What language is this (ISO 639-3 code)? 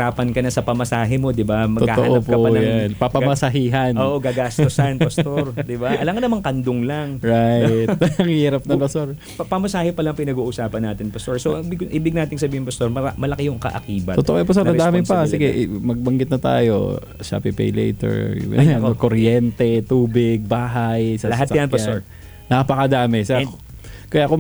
fil